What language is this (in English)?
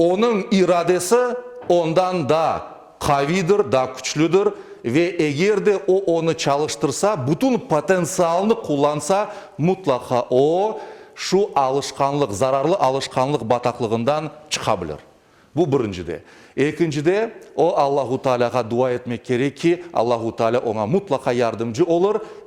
Crimean Tatar